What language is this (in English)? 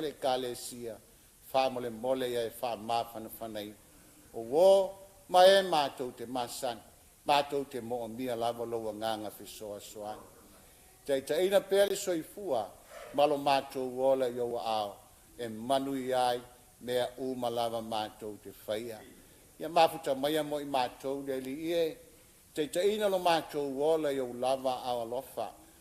Samoan